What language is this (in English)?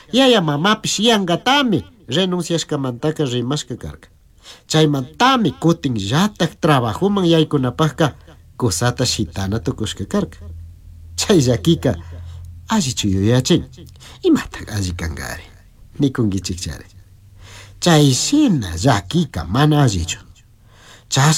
Chimborazo Highland Quichua